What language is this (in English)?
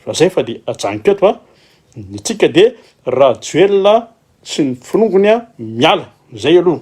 Malagasy